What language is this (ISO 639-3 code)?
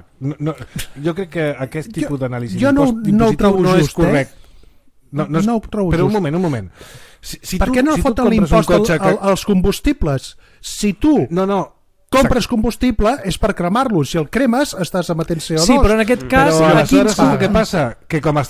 cat